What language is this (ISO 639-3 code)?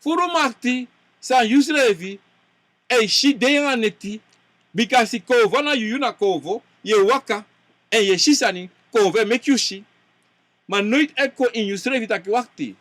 srn